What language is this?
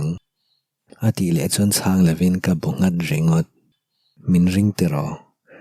Mizo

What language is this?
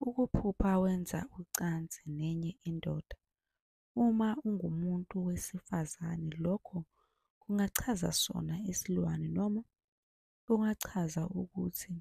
Zulu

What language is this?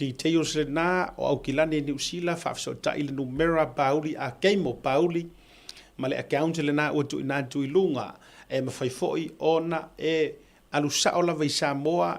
Samoan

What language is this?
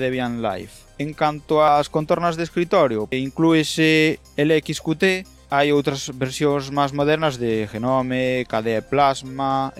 Galician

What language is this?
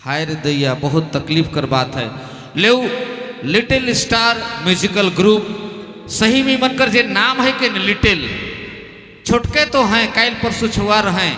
Sadri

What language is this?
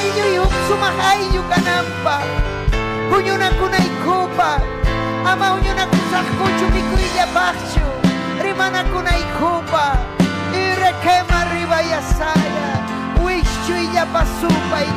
Ayacucho Quechua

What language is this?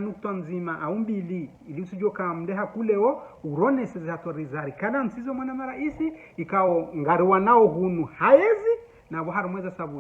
Ngazidja Comorian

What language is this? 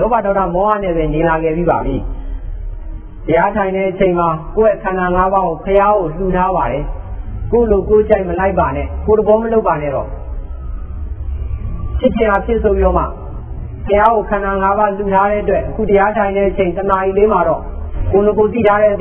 Burmese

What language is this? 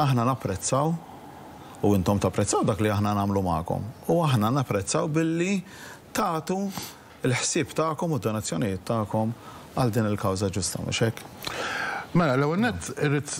Maltese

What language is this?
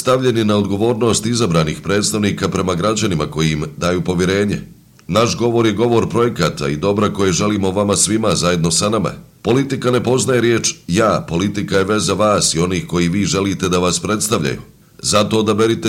Bosnian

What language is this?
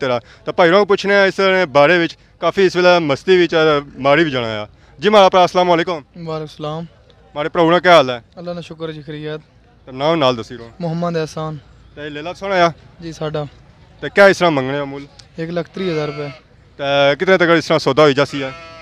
Pahari-Potwari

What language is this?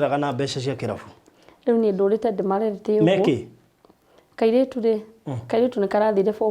Kikuyu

